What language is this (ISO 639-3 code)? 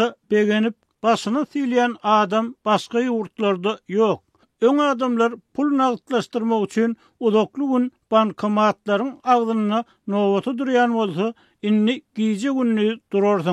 tuk